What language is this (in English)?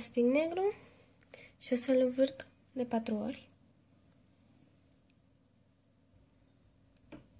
Romanian